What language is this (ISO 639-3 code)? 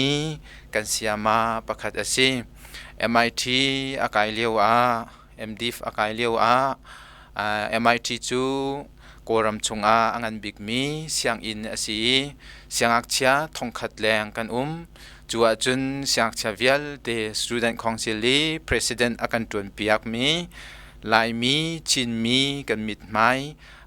cnh